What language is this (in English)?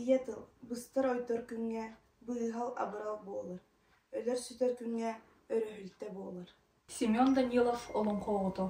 Yakut